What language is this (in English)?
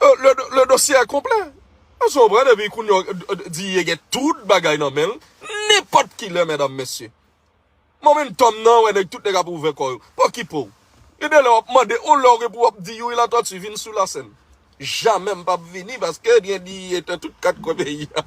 Haitian Creole